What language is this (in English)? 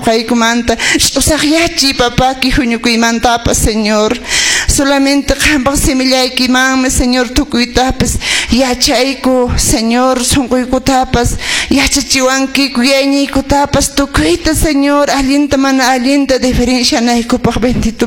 Quechua